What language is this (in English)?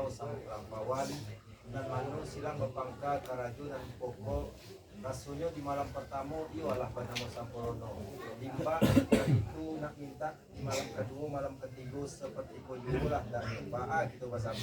Minangkabau